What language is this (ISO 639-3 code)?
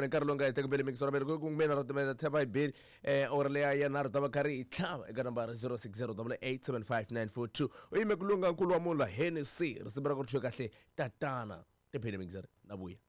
tso